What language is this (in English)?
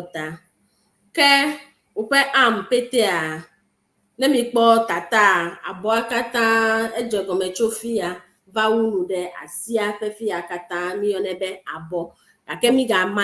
Ewe